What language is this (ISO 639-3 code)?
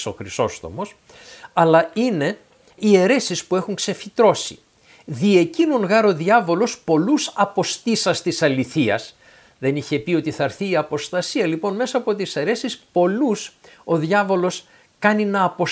ell